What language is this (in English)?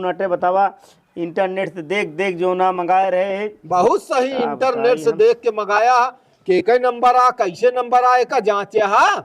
Awadhi